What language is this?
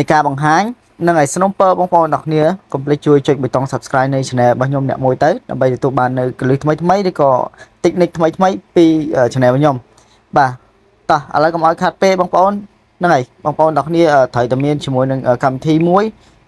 Khmer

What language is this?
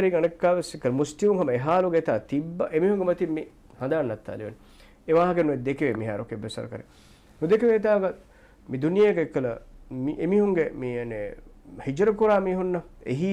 Divehi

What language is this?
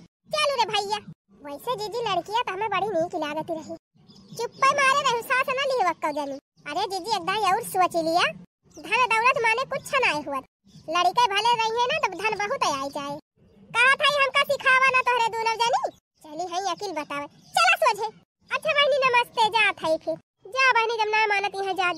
Bhojpuri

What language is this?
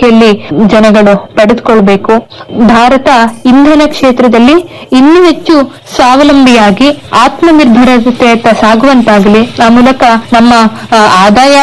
Kannada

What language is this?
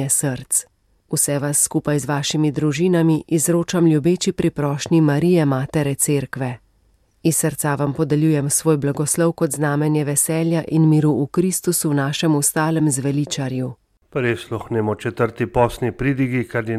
Slovenian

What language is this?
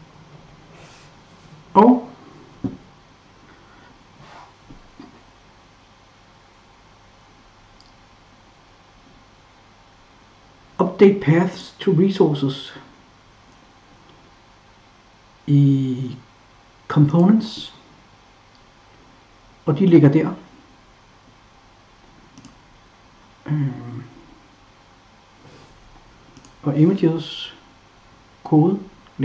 Danish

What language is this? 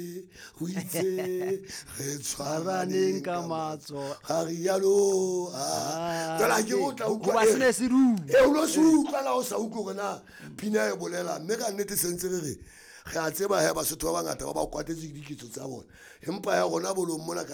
Southern Sotho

